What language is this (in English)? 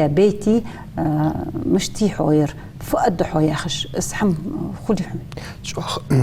Ingush